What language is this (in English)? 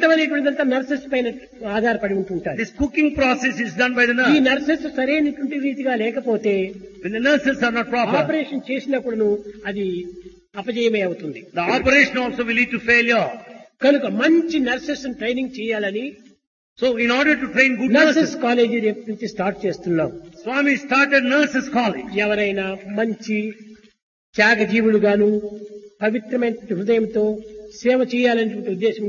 Telugu